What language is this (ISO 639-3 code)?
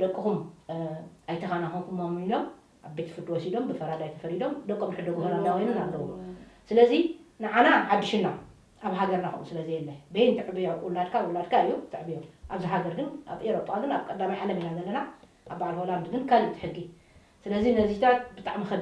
tir